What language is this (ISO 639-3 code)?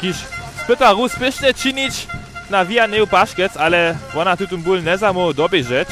hsb